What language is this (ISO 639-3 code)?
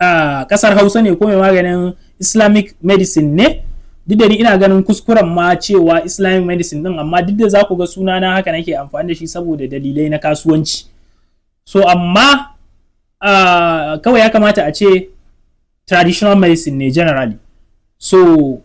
hau